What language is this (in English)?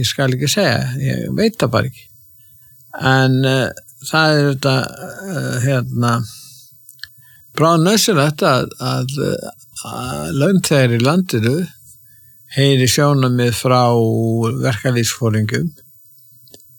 Icelandic